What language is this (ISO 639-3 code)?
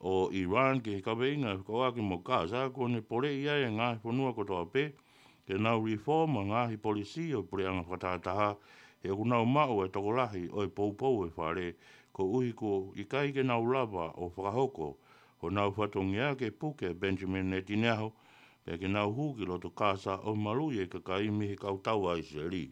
ton